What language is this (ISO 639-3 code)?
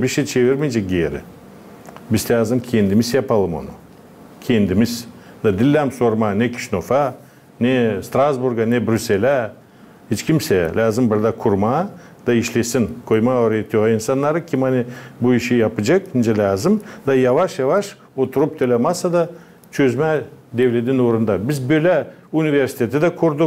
gag